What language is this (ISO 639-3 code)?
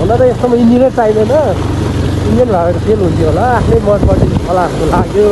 nep